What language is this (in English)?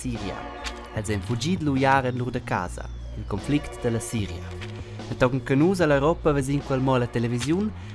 Romansh